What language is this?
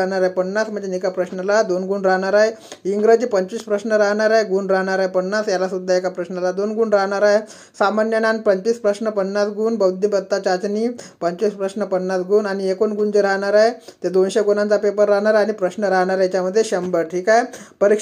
Marathi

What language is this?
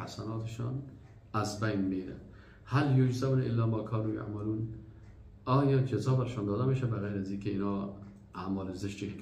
Persian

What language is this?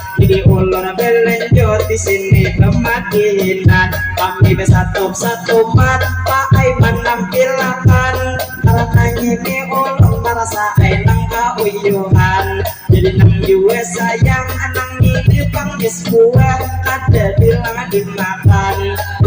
Banjar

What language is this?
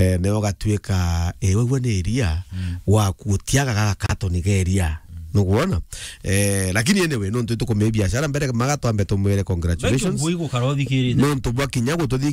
Meru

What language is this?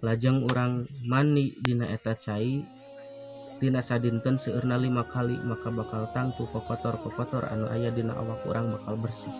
Sundanese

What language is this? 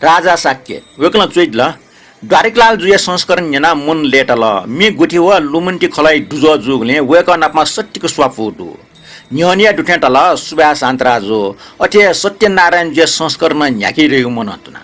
Newari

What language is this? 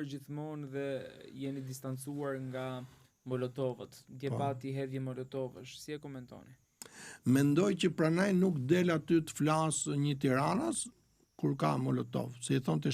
Albanian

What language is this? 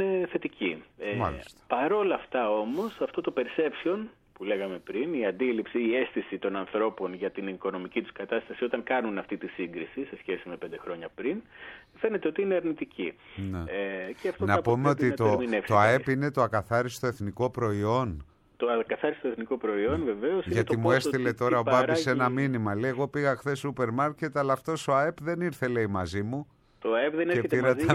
Greek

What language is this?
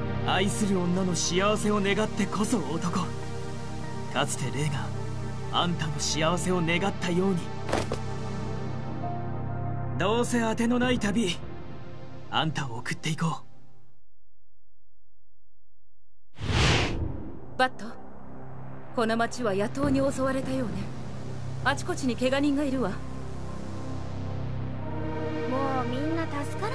Japanese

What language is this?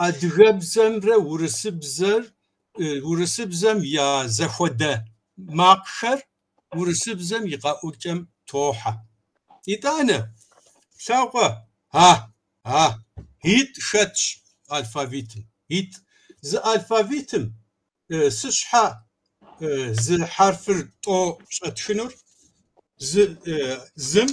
Kabardian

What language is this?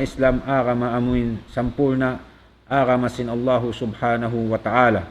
Tausug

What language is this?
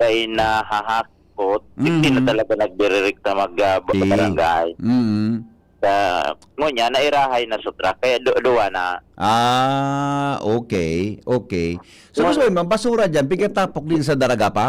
Bikol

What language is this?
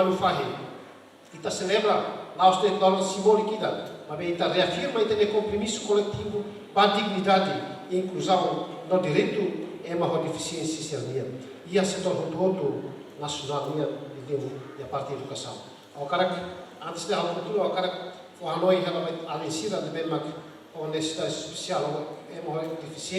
Tetum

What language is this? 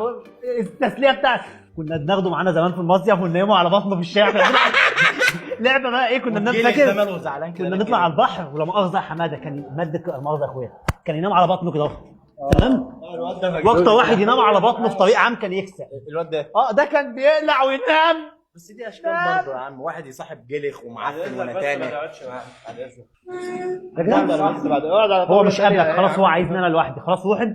Egyptian Arabic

